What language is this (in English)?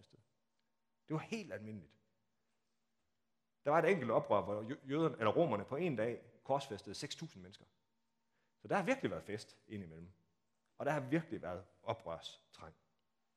Danish